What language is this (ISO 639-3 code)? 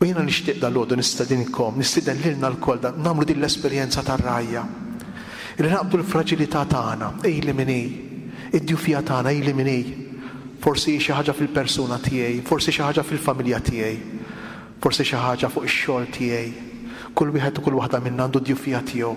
mlt